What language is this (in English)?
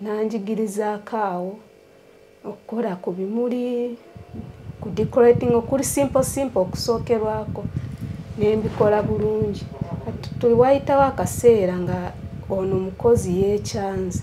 Ganda